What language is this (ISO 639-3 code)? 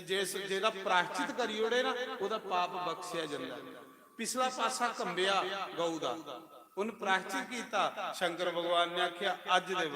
doi